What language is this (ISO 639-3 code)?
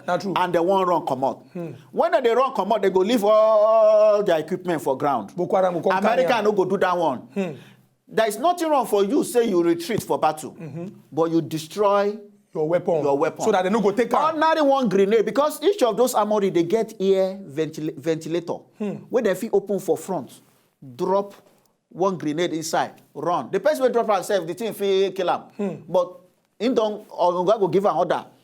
pcm